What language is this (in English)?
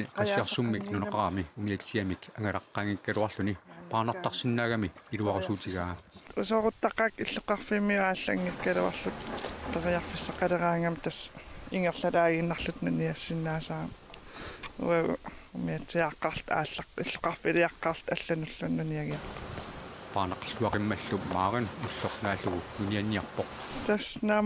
Kalaallisut